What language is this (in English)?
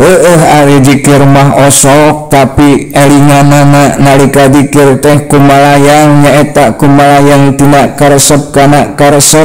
Sundanese